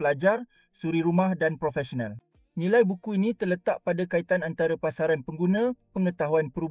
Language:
Malay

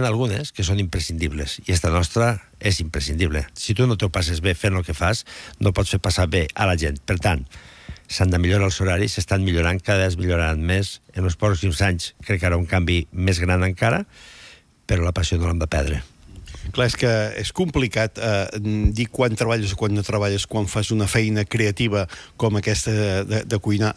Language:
Catalan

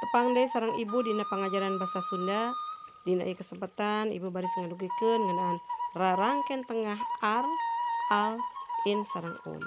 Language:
Sundanese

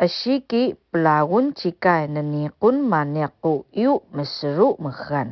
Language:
Atayal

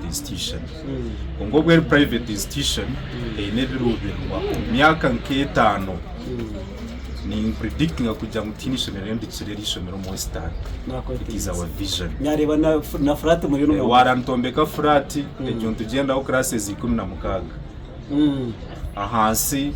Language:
Nyankole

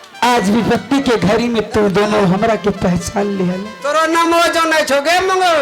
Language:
Maithili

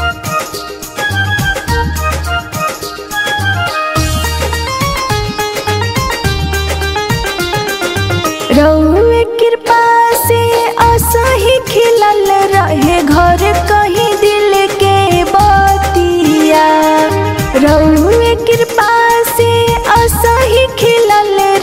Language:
Bhojpuri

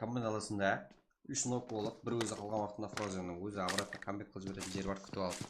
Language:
Kara-Kalpak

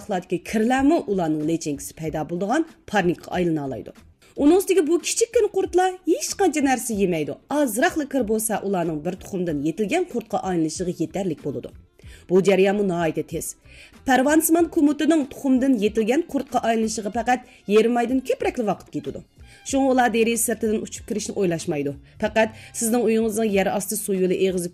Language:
Uyghur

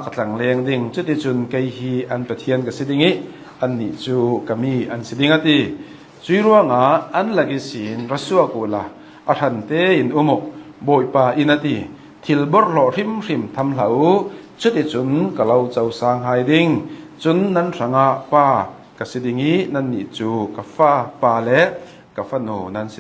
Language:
Hakha Chin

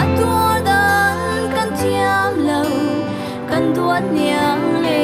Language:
Falam Chin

